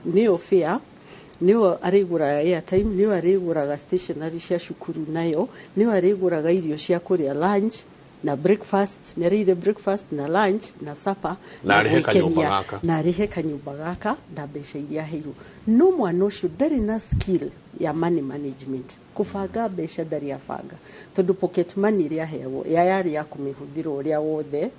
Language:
Kikuyu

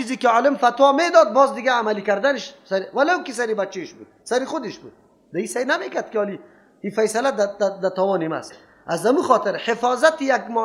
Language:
Persian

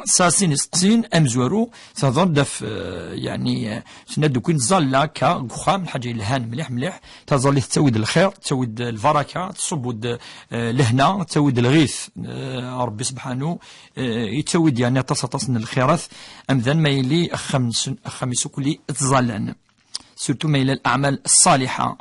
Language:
Kabyle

